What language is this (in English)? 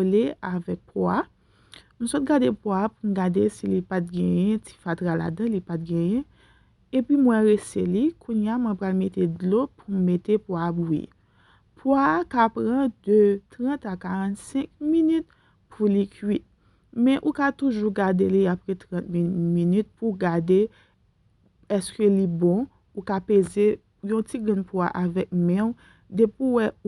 Haitian Creole